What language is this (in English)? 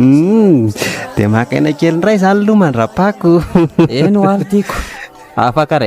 Malagasy